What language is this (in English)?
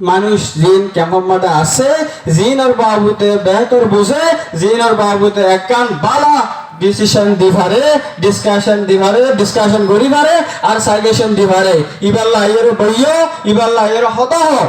Rohingya